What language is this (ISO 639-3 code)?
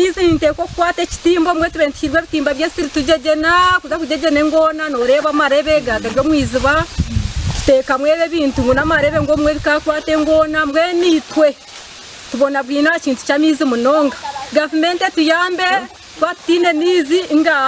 nyn